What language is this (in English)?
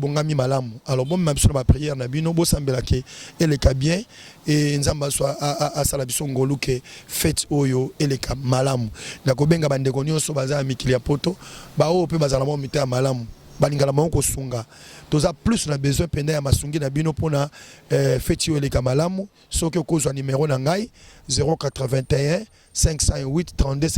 Lingala